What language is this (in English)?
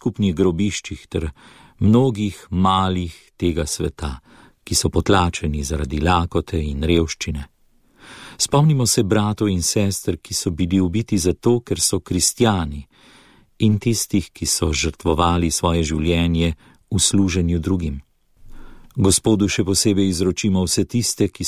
Slovenian